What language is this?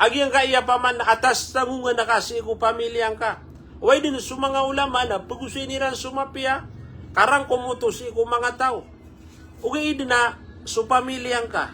Maranao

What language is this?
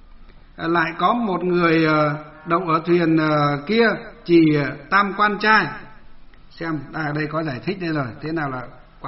Vietnamese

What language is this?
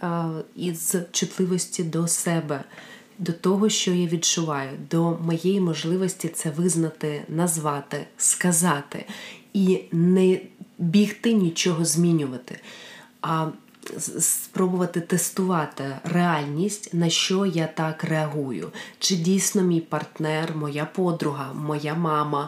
Ukrainian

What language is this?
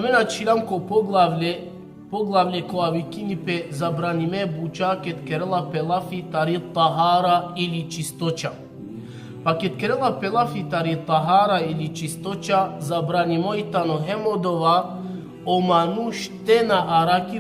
Balkan Romani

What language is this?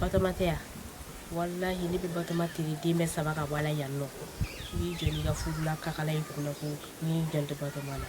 Bambara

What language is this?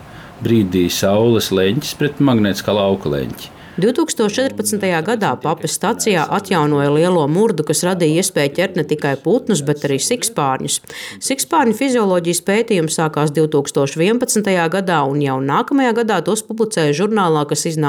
Latvian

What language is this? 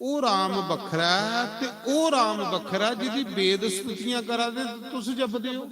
Dogri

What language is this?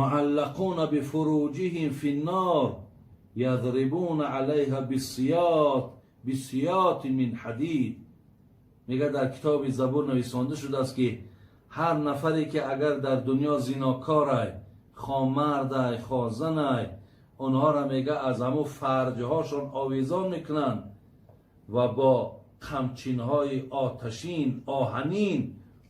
Tajik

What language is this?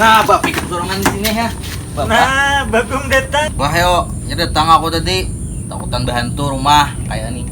Banjar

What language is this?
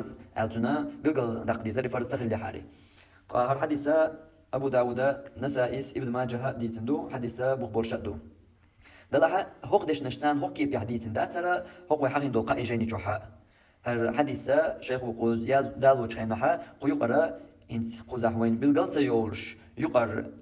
Chechen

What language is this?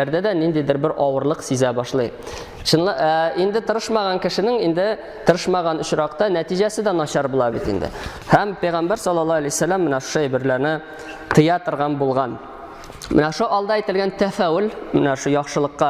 Tatar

